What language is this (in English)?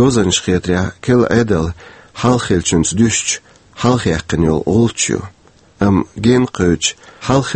Chechen